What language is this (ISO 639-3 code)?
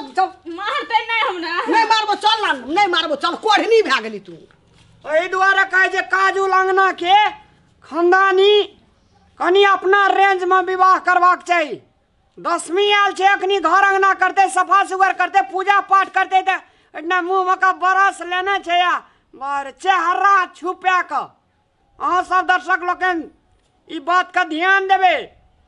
mai